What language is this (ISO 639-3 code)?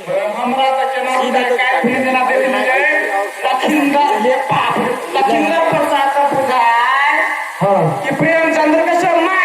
mai